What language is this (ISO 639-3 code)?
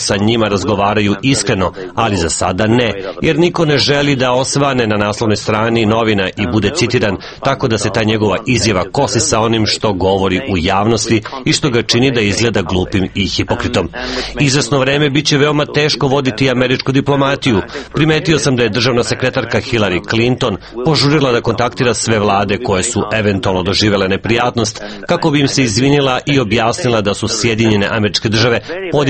srp